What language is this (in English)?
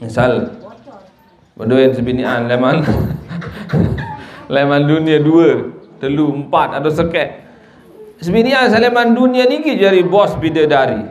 Sasak